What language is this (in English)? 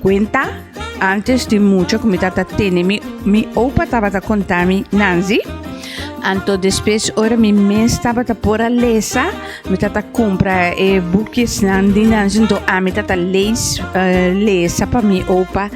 Papiamento